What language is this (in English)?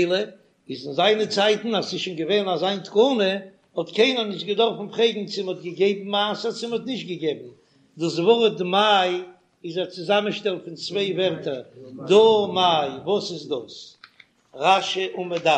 Yiddish